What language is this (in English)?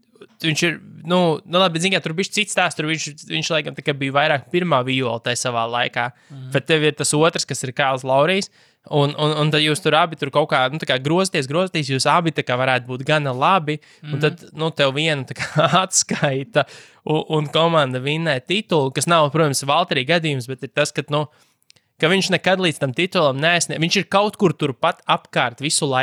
Latvian